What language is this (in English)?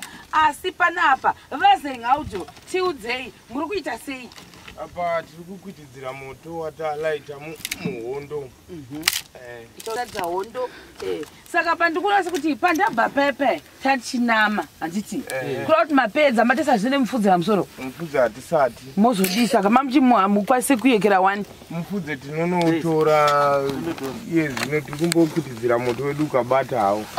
Shona